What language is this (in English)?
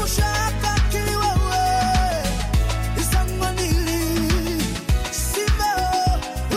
Kinyarwanda